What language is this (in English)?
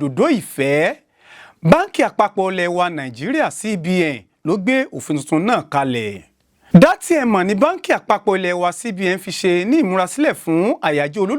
Yoruba